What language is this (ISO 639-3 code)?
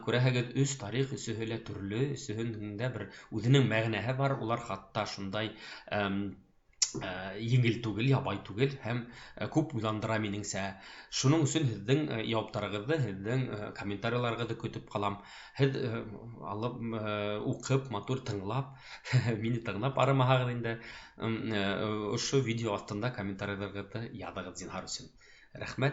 bak